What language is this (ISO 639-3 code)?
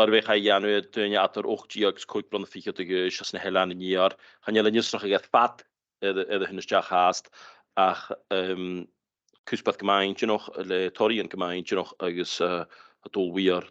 gla